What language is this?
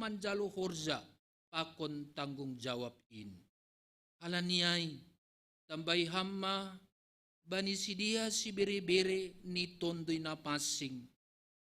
Batak Simalungun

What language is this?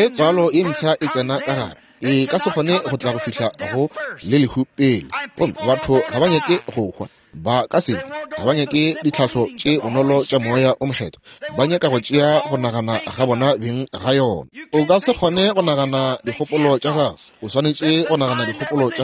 Northern Sotho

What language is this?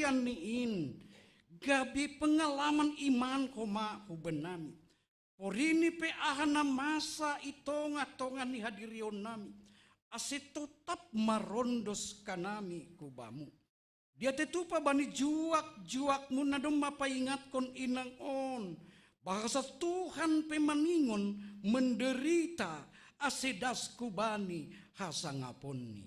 Batak Simalungun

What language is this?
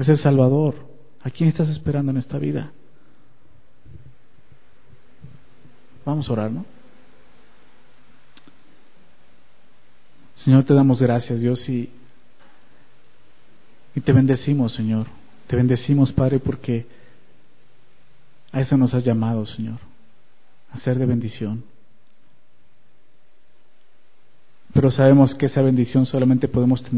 Spanish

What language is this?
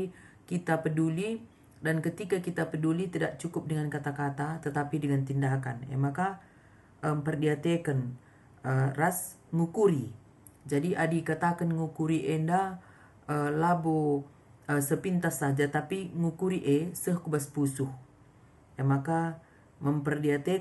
Batak Karo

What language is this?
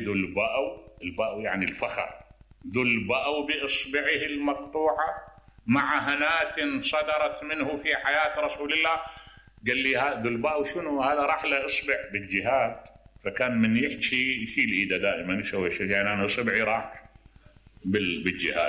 Mesopotamian Arabic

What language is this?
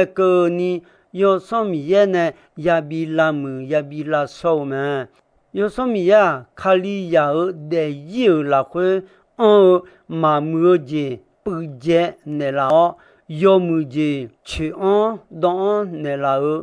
Akha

